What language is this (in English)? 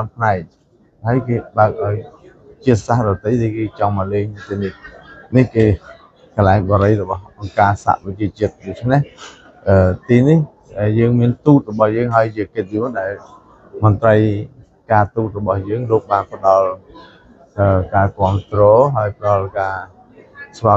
Khmer